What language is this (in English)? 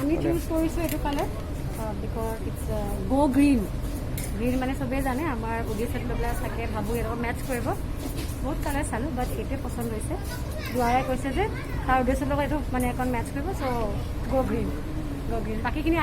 Assamese